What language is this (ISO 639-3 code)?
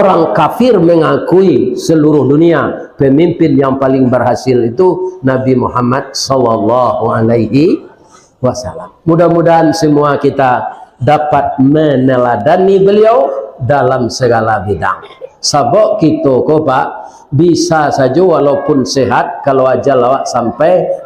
min